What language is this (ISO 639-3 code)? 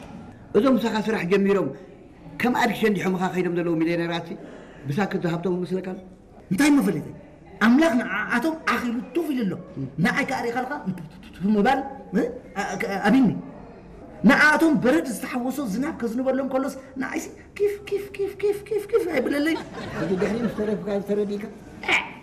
tir